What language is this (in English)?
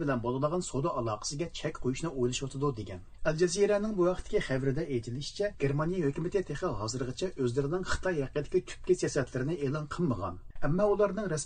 Uyghur